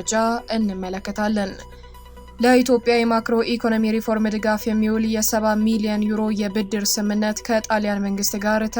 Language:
Amharic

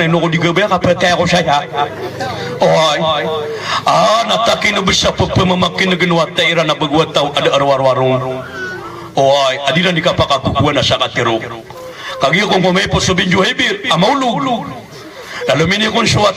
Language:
Maranao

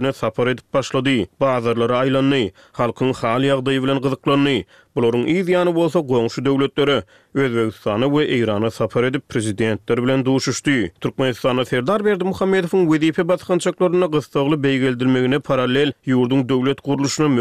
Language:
Turkmen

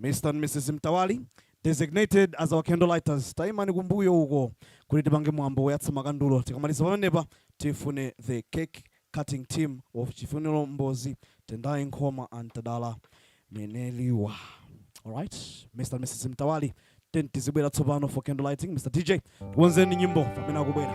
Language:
Nyanja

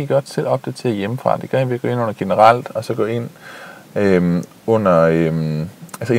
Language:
Danish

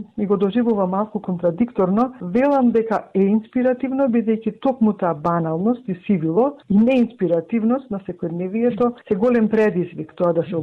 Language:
Macedonian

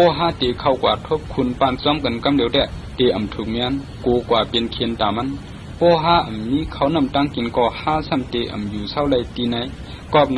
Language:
Shan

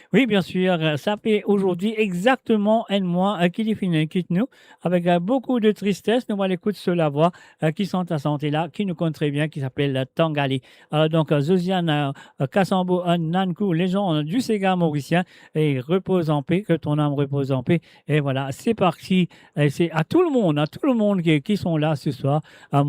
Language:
Morisyen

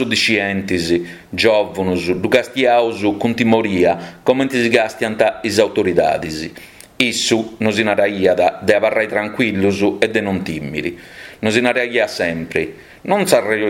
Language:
Sardinian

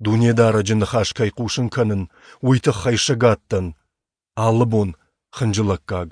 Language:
Ossetic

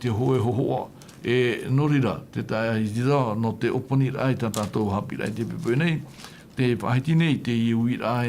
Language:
Tahitian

